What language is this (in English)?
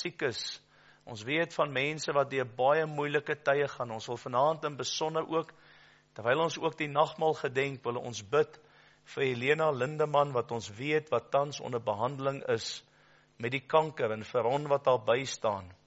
Afrikaans